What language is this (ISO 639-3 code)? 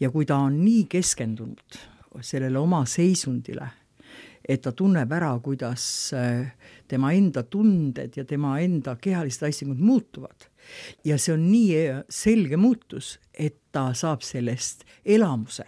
est